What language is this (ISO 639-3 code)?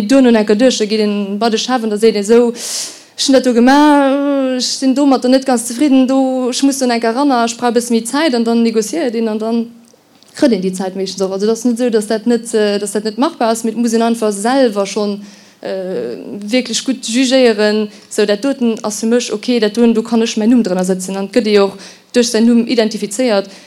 ltz